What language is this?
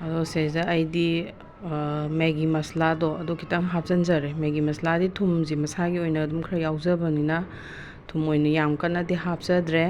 Manipuri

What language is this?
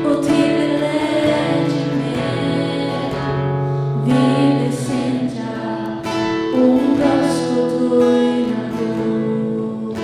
Faroese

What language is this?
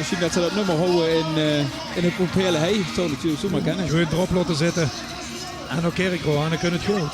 Limburgish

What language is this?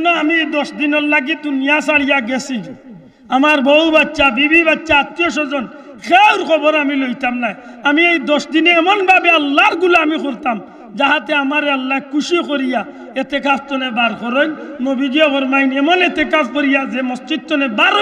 Sylheti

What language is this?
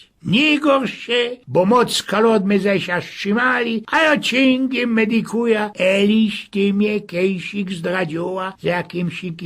Silesian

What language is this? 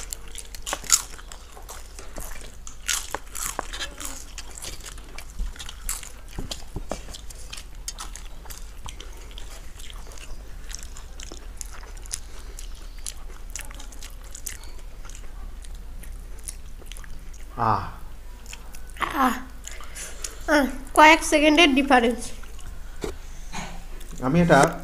Bangla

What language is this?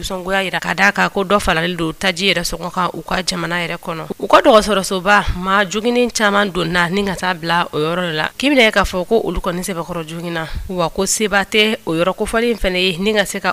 Bambara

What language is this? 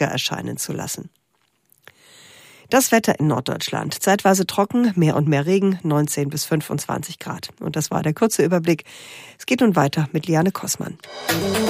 German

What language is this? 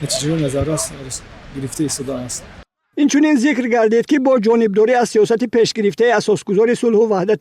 Tajik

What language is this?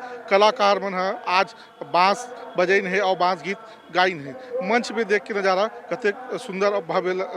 Chhattisgarhi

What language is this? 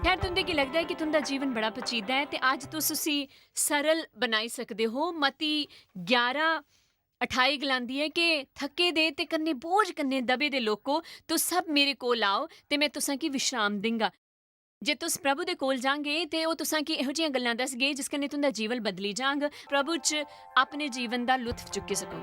Dogri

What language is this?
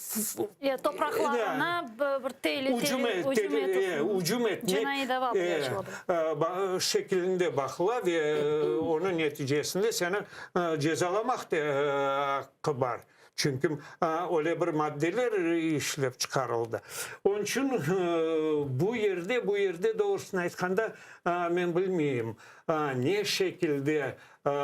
Crimean Tatar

